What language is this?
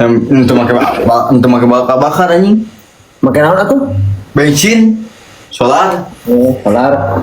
Sundanese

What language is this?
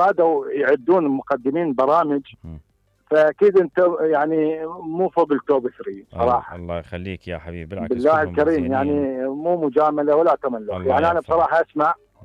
Mesopotamian Arabic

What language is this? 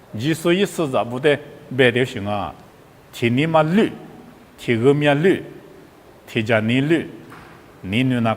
Lisu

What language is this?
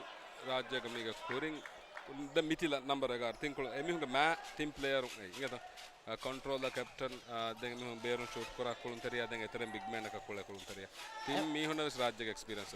Divehi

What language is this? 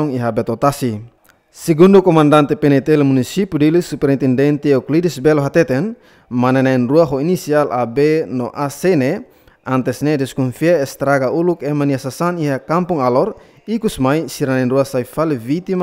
Tetum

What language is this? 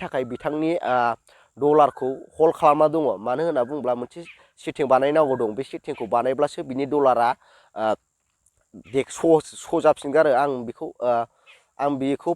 Bodo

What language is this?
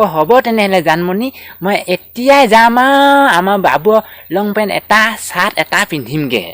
Assamese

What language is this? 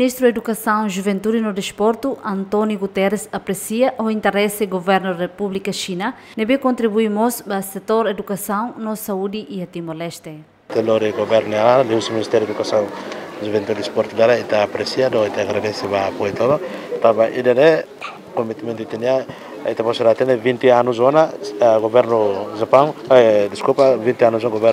Tetum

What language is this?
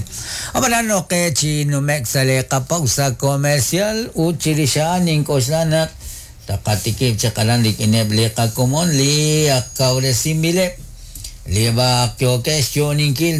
Kekchí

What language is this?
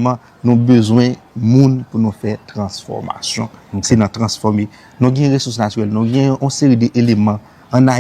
Haitian Creole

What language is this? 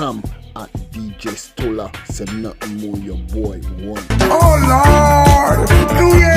Jamaican Creole English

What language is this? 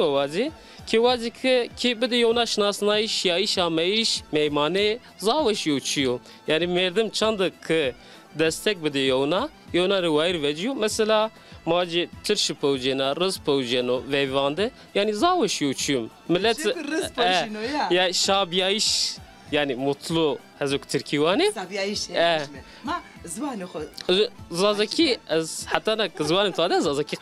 Zaza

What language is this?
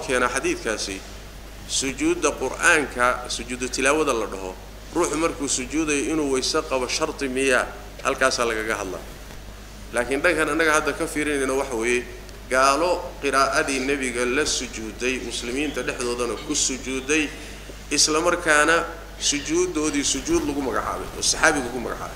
Somali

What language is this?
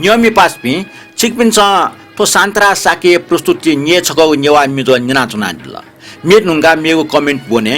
Newari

